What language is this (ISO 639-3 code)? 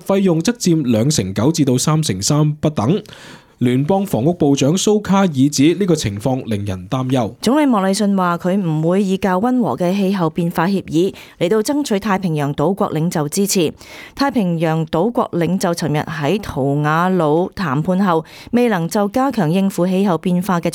yue